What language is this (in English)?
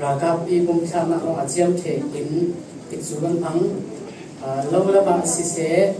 Falam Chin